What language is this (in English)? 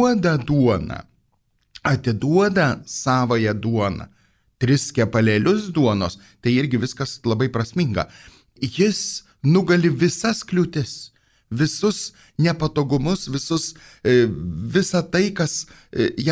Lithuanian